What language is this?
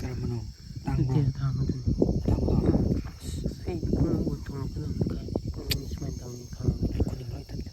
Manipuri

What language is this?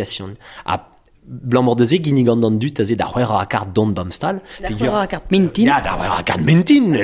Breton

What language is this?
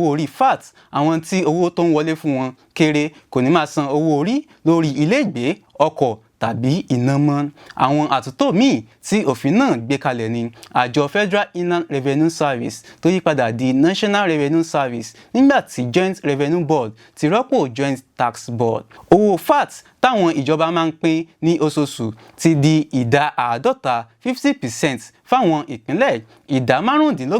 Yoruba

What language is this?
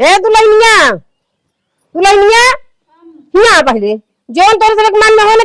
Awadhi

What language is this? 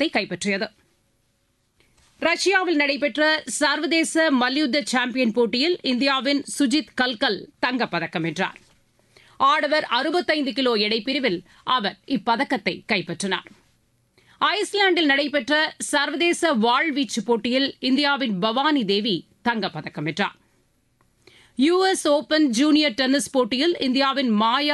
Tamil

